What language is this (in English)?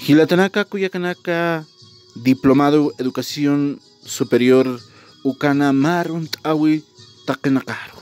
Aymara